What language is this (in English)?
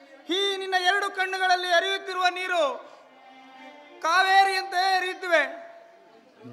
Kannada